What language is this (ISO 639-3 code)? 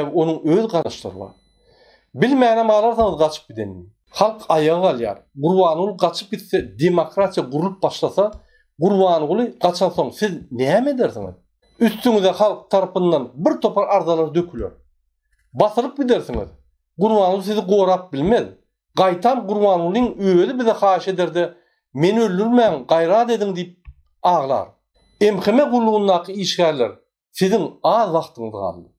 tuk